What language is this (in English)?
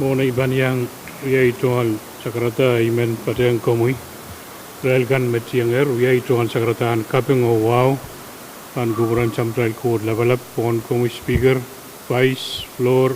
Pohnpeian